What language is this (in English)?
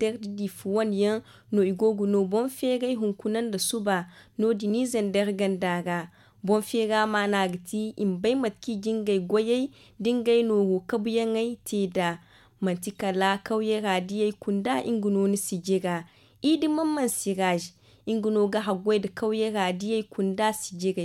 Zarma